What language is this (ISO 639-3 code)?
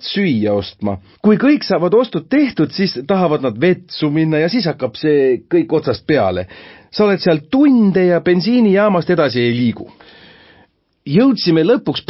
est